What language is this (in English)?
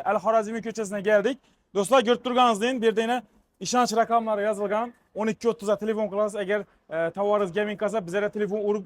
Uzbek